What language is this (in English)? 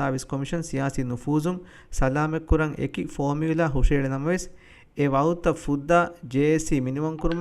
Divehi